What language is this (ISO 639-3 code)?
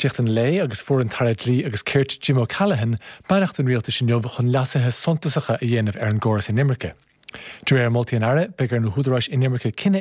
gle